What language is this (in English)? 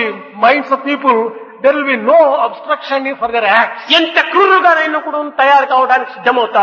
Telugu